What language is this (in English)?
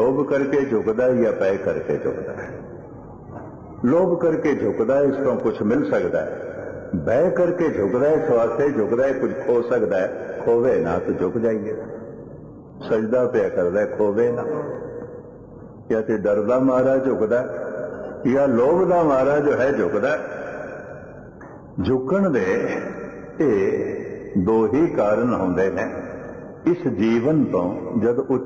Punjabi